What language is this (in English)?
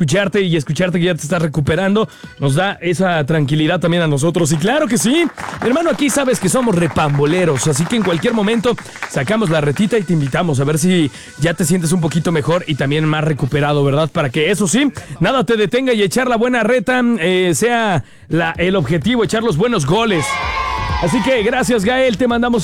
Spanish